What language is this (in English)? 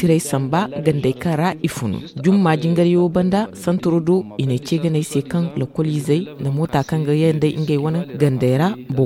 Zarma